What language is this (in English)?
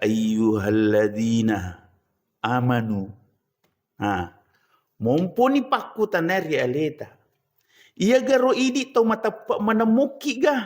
Buginese